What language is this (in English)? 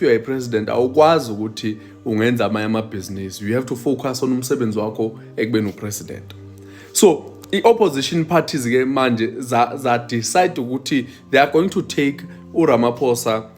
Zulu